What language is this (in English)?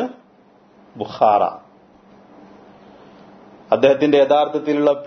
Malayalam